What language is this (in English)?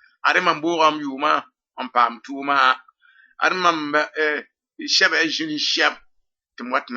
Mossi